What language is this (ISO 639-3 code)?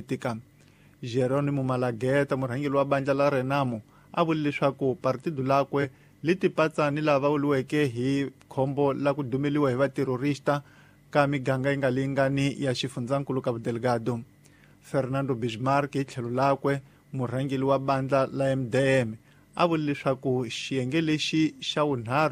tso